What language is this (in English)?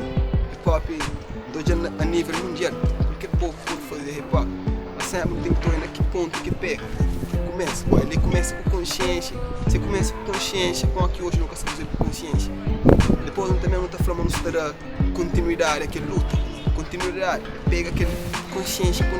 Kabuverdianu